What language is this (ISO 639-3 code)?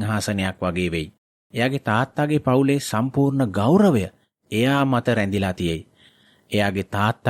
sin